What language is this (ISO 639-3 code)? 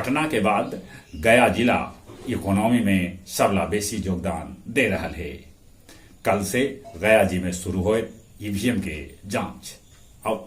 mag